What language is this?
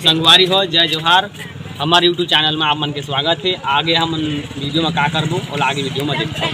Chhattisgarhi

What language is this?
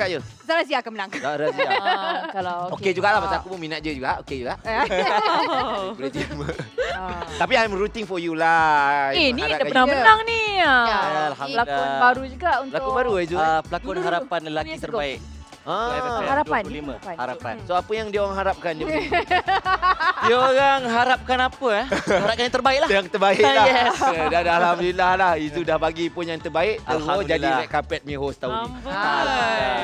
Malay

